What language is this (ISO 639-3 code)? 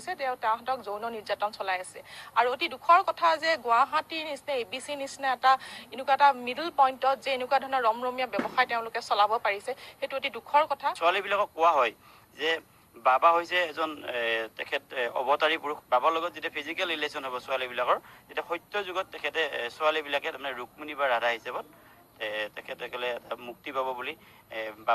asm